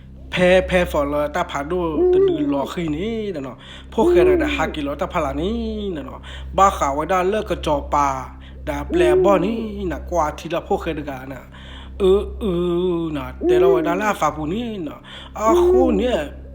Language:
S'gaw Karen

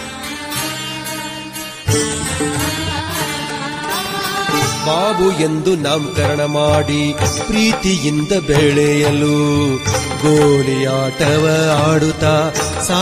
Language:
Kannada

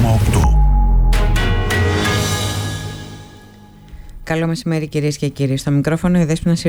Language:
Greek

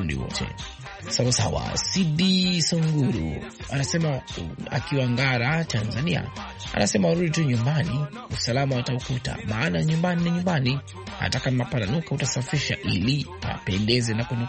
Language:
Swahili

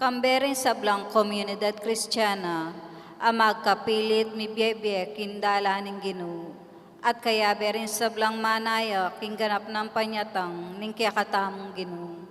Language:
Pampanga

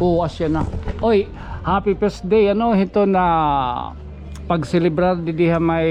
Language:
Waray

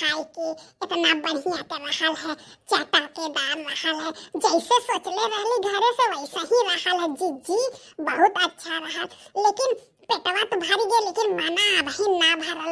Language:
Bhojpuri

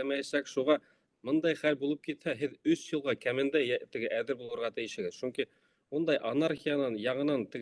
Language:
Bashkir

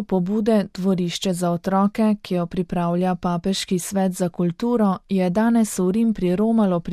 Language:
Slovenian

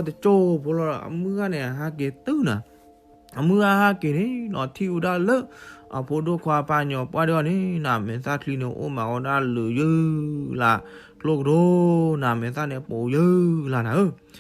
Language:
S'gaw Karen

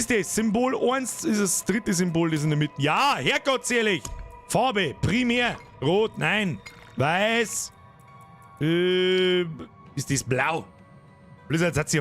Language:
Bavarian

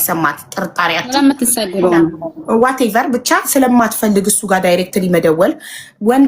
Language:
Amharic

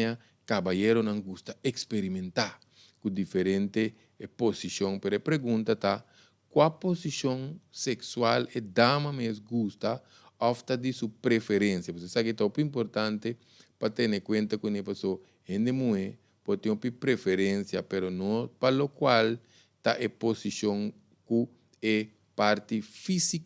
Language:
Papiamento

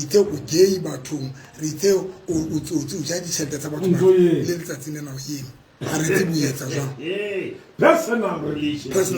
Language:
Southern Sotho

